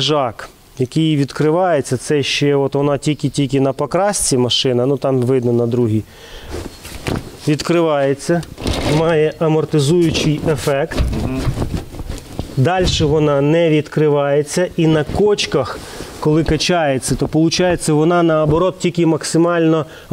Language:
Ukrainian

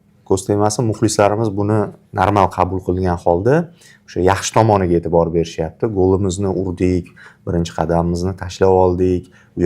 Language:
Uzbek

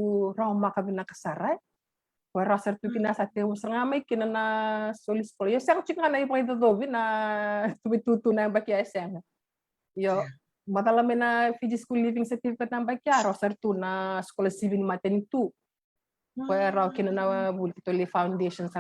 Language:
Fijian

